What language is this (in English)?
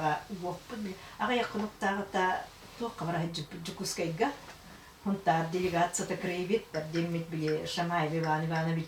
Yakut